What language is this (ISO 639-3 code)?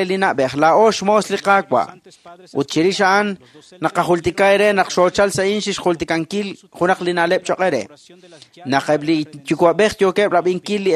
kek